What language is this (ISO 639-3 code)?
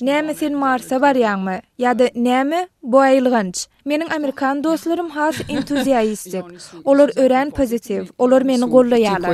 tuk